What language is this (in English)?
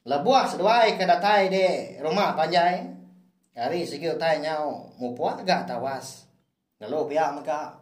Iban